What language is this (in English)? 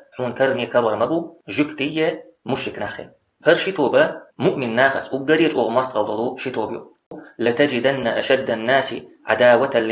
Chechen